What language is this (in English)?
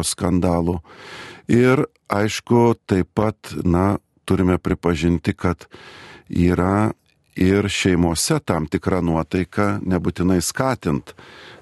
Lithuanian